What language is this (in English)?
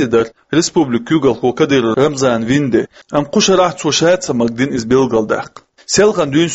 Chechen